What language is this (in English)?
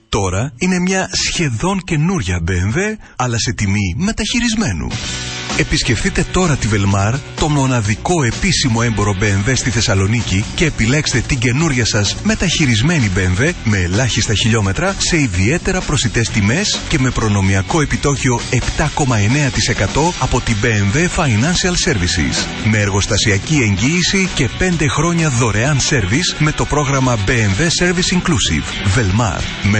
Greek